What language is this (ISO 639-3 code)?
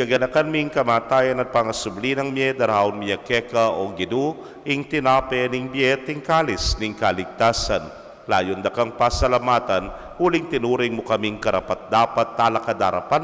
pam